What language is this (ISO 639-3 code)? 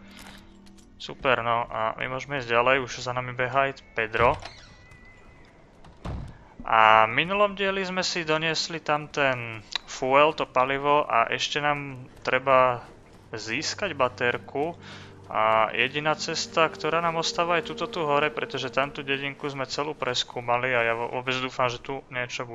slk